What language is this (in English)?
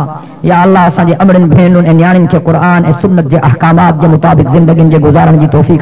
Sindhi